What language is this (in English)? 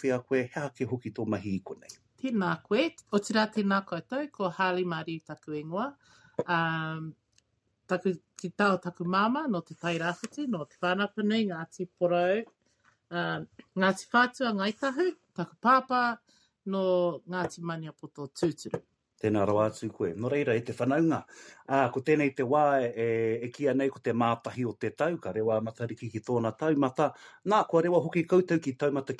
Māori